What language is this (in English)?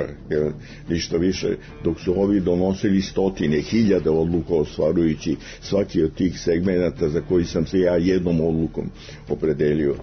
Serbian